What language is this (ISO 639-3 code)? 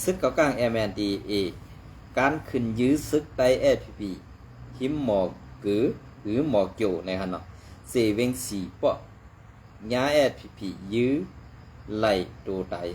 shn